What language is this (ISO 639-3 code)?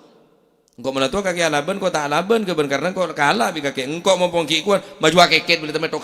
mad